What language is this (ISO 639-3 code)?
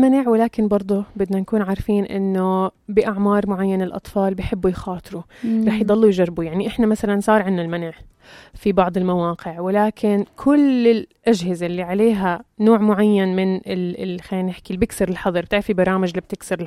apc